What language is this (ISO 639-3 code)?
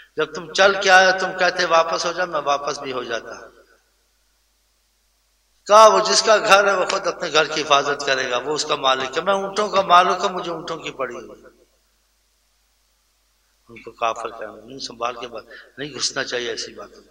urd